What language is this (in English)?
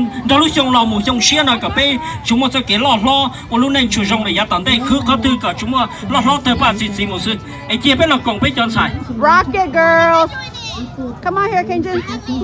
Hmong